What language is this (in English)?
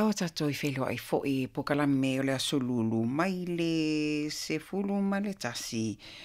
Samoan